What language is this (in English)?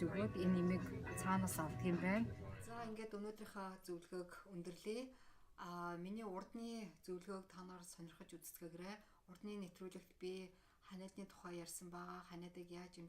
Mongolian